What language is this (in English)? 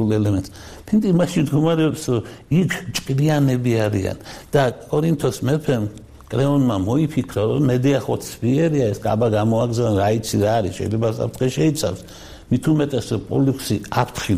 Georgian